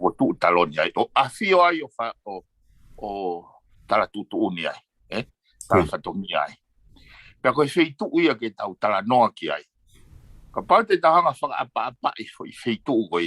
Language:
Tongan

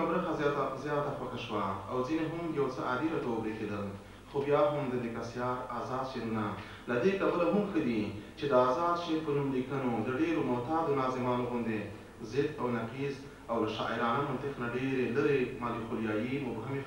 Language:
Pashto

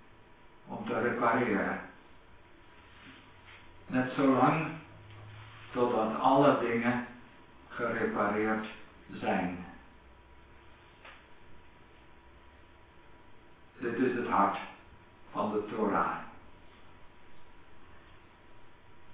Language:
Dutch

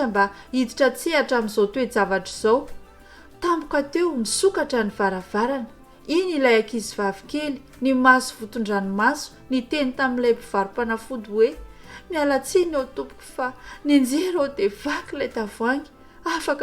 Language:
Malagasy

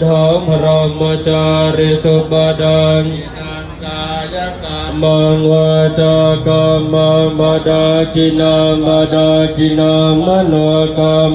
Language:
Pali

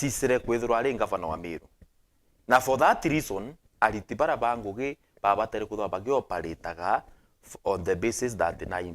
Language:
Meru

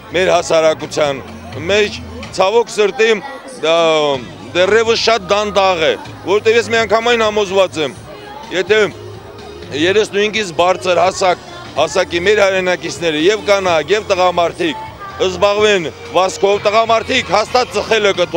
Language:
Armenian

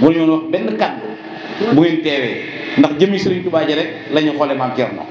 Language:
Wolof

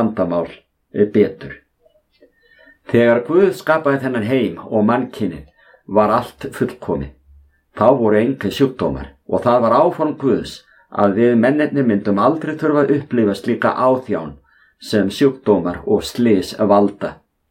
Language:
Icelandic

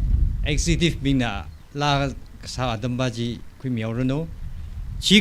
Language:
Tangkhul Naga (India)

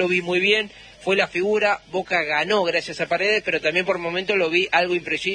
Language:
Spanish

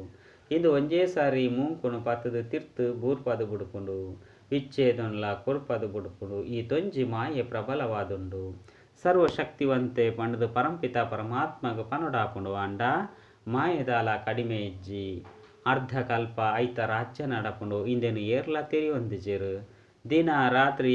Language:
Tulu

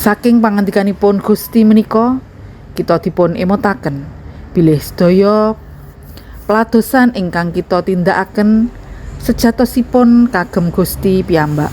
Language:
Javanese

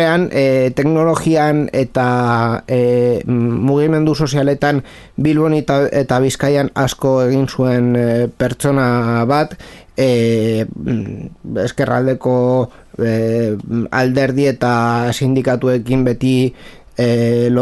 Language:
Basque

